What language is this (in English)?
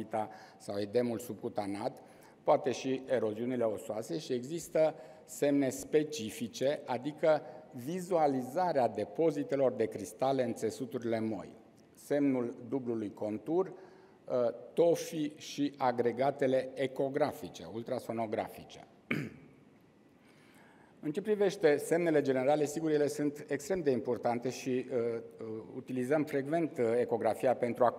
Romanian